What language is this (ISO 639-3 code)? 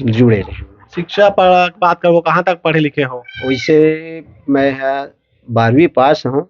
hne